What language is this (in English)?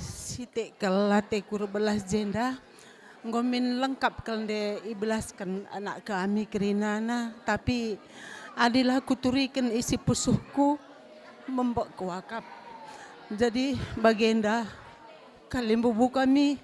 Batak Karo